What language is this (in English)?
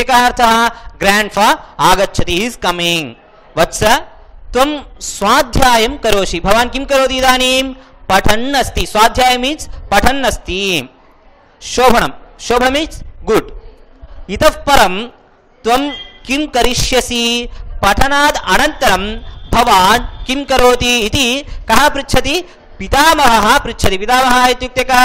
Sanskrit